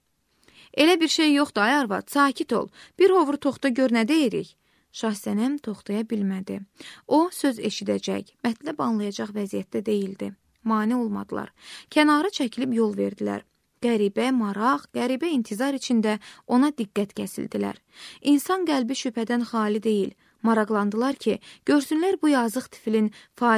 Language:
Azerbaijani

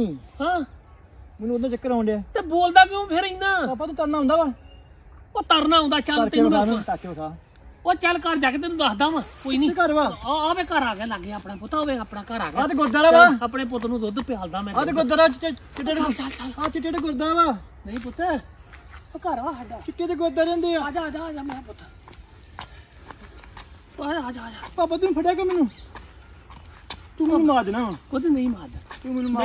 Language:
Punjabi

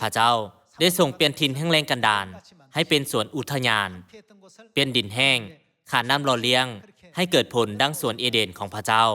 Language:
Lao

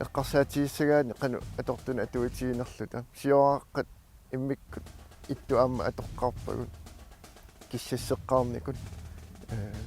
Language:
Kalaallisut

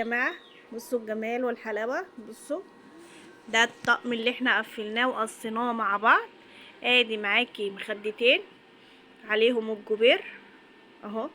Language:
Egyptian Arabic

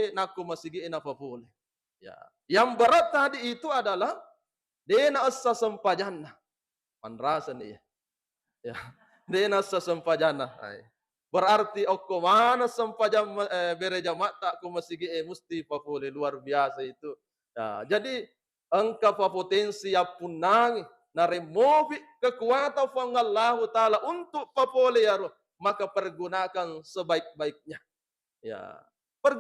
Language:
Buginese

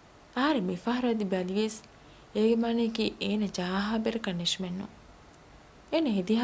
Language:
Divehi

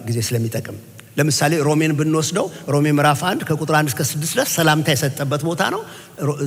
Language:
Amharic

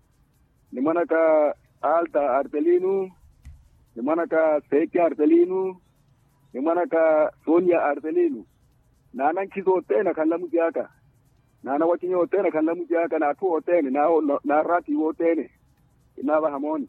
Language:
Makhuwa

